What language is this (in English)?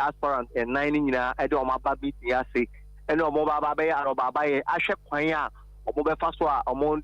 Akan